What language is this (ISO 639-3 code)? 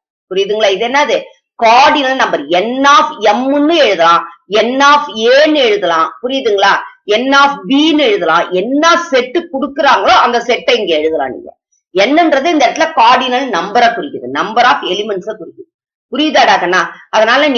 tam